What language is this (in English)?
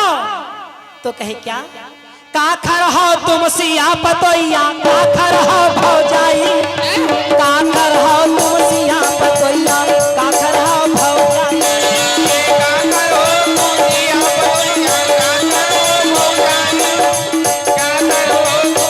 Chhattisgarhi